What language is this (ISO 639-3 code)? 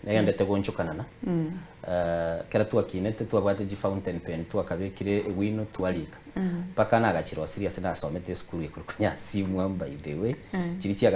guz